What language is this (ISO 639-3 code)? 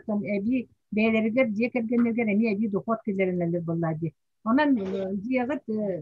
sah